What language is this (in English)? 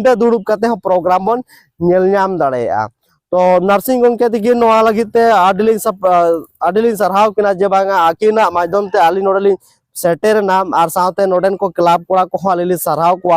Santali